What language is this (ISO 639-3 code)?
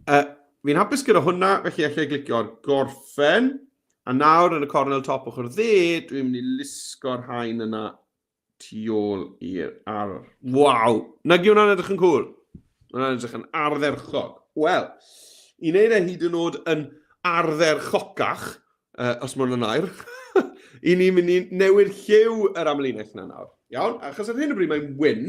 cym